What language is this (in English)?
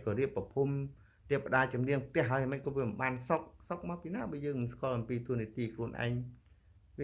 Khmer